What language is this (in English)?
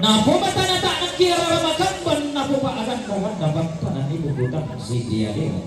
Toraja-Sa'dan